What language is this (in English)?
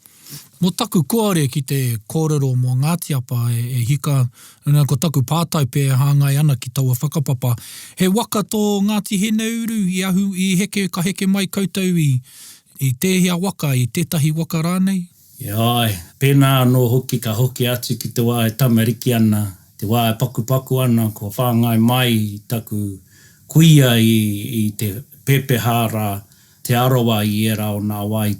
Māori